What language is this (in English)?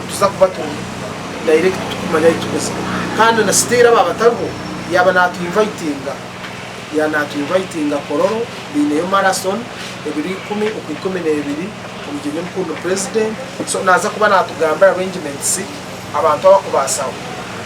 Nyankole